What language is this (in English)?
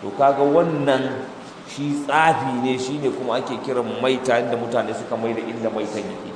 Hausa